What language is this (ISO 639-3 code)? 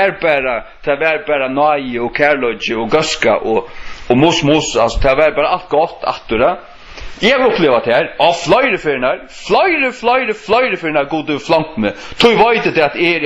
fao